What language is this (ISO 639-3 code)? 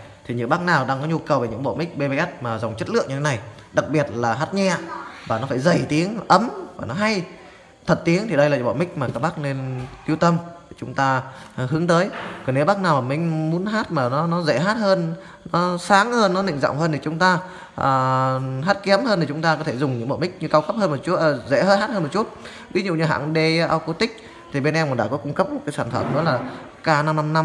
vie